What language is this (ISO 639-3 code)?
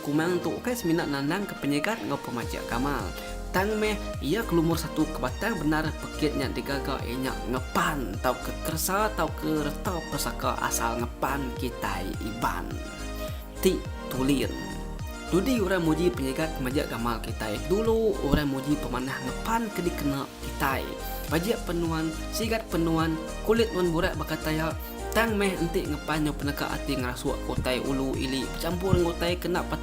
iba